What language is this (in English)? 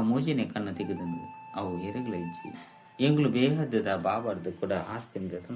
Tulu